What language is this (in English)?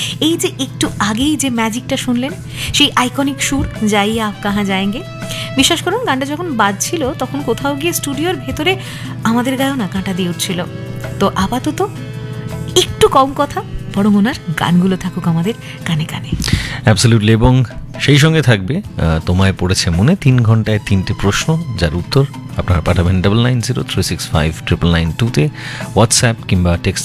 Bangla